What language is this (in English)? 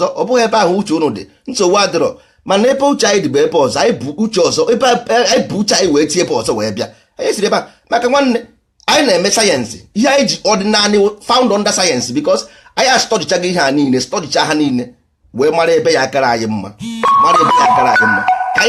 Igbo